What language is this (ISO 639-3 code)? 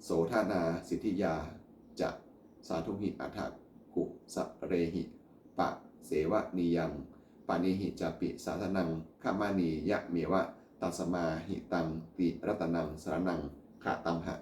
pli